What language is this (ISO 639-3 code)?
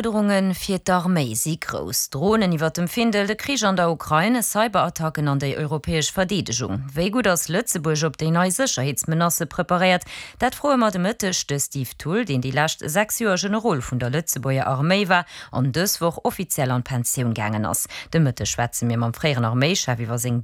ltz